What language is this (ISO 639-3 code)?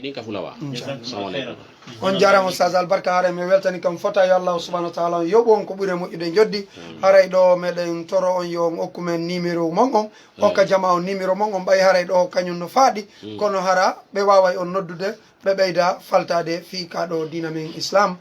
ful